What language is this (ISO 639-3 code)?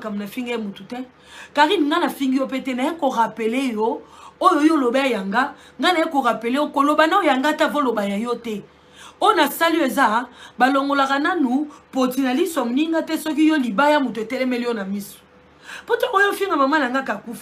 lin